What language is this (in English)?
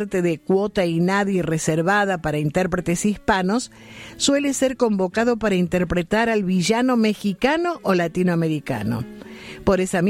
Spanish